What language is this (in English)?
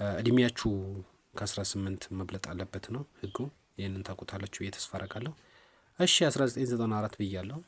Amharic